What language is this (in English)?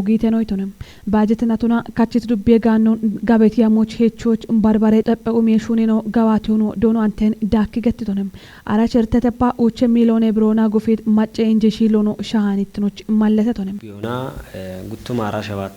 Kafa